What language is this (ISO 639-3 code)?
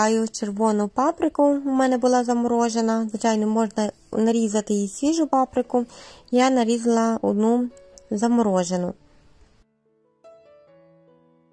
ukr